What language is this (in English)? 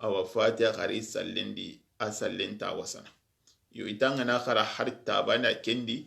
Soninke